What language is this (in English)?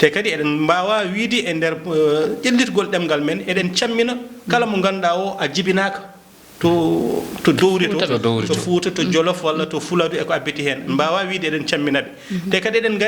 Fula